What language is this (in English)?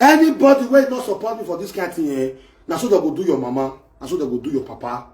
Nigerian Pidgin